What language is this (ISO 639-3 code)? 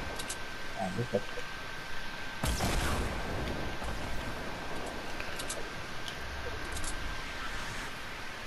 nor